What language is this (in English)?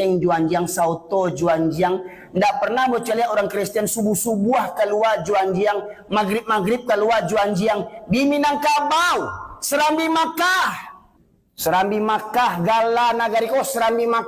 Minangkabau